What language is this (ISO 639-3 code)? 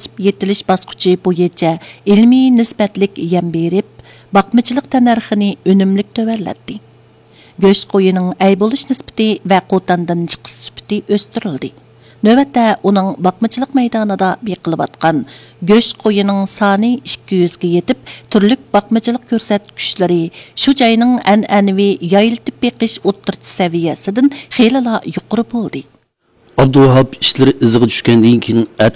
uig